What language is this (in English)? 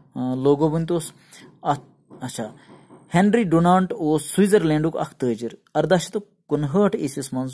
Kashmiri